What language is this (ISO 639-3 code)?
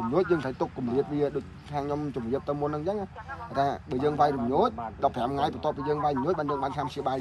khm